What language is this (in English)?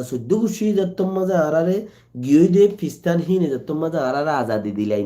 Rohingya